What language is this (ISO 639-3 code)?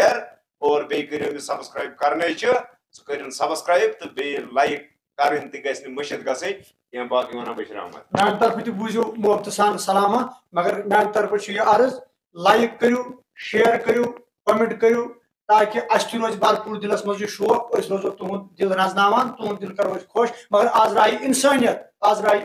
kas